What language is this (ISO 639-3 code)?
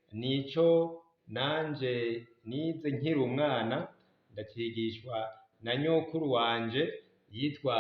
run